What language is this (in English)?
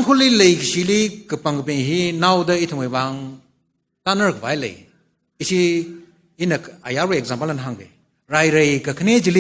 Tangkhul Naga (India)